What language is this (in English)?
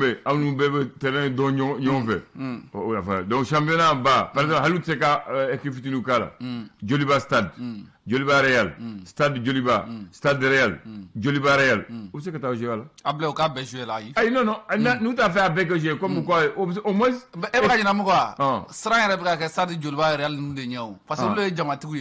Bambara